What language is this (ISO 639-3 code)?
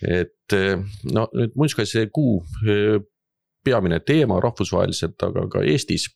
est